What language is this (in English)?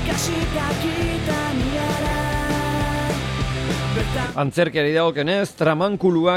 Basque